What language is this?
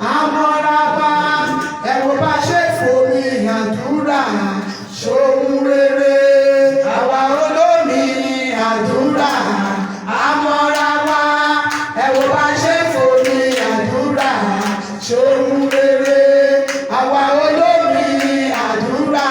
Yoruba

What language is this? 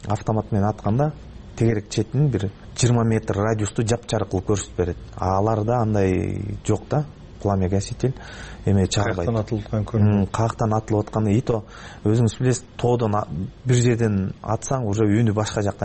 Kyrgyz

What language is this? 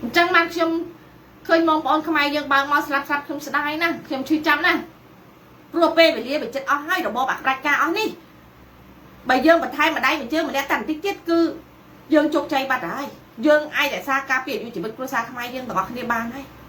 Khmer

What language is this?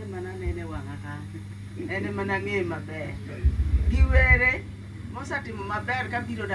Luo (Kenya and Tanzania)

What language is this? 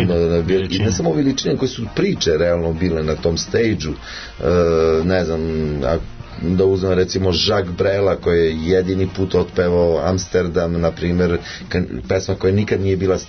Serbian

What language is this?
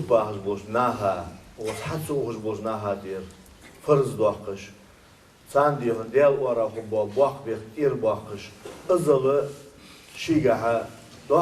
Ingush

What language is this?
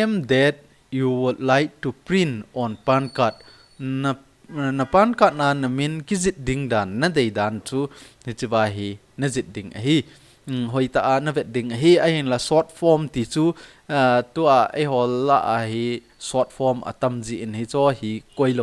Thado Chin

